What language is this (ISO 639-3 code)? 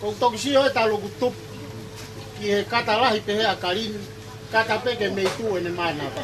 ton